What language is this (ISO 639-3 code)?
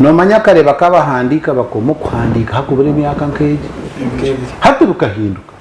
nyn